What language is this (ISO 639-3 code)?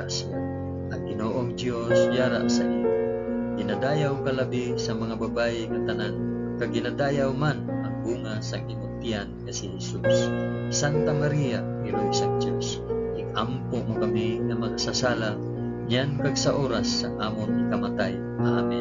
hil